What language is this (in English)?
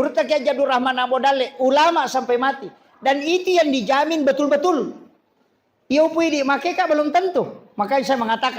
Buginese